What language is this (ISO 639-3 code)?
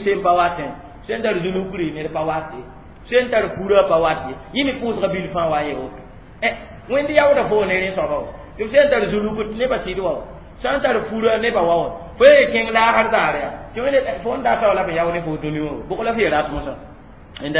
mos